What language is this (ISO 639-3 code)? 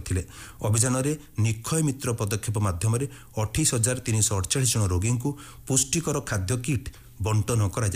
ori